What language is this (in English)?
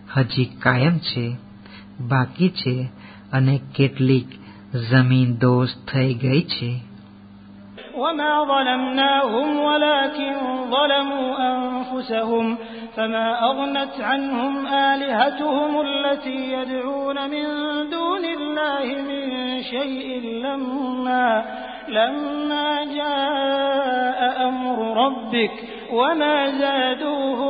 Gujarati